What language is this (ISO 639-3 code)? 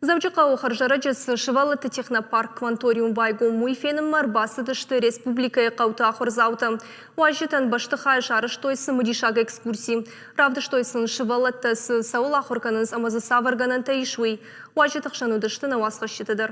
oss